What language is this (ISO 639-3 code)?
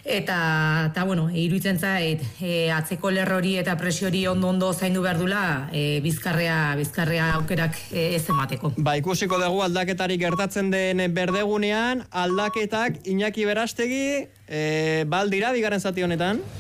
eus